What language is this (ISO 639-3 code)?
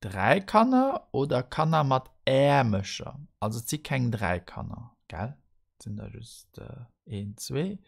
ltz